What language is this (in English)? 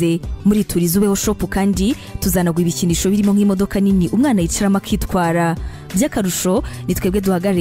Kinyarwanda